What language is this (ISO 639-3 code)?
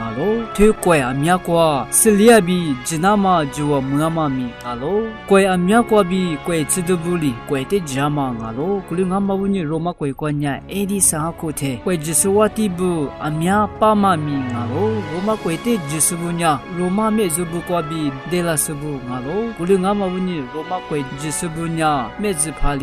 lis